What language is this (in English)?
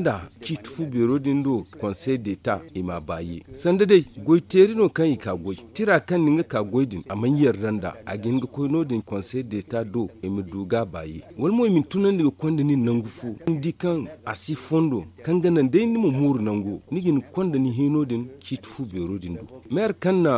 Zarma